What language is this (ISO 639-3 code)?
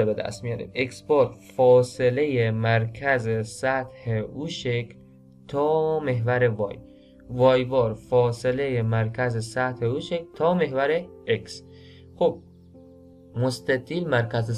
fas